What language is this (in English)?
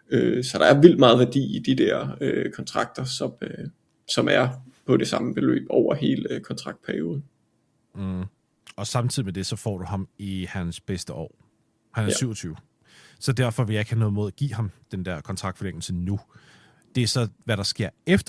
Danish